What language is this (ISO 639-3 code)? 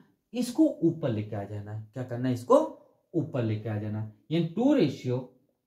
hin